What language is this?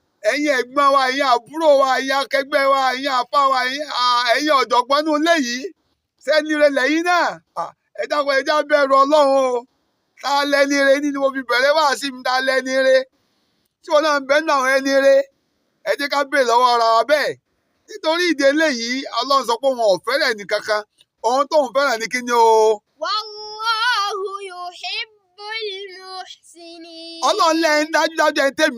Yoruba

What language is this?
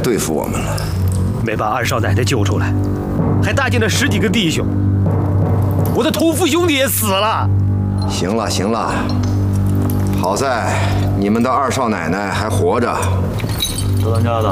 Chinese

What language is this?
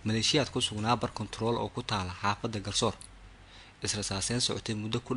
Somali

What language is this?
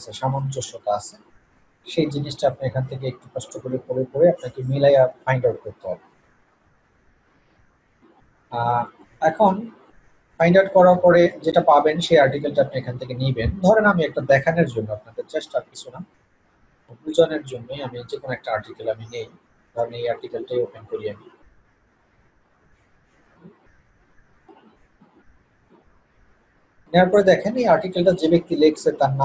Bangla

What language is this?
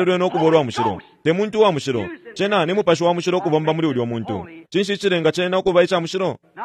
Bemba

